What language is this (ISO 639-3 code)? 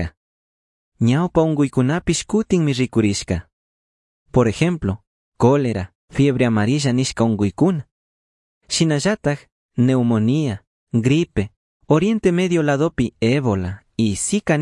qug